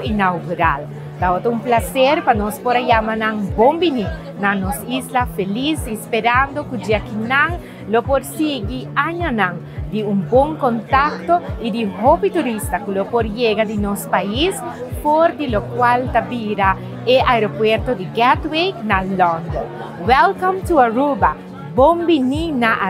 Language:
Papiamento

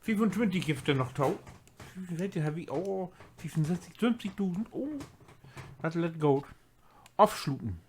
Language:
Low German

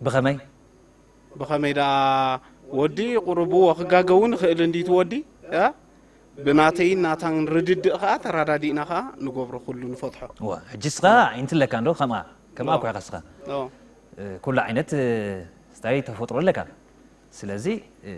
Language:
Tigrinya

